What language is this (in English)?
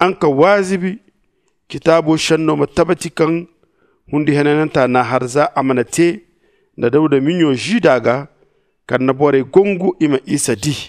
Zarma